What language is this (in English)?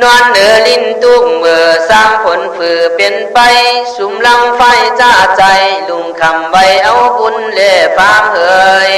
Khün